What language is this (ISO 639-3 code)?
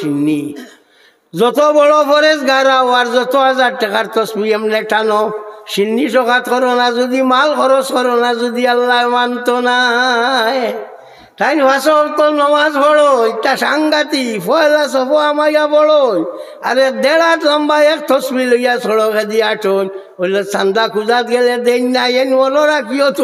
syl